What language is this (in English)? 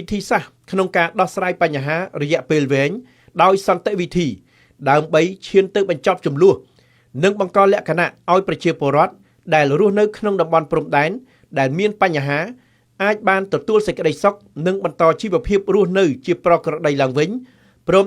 Khmer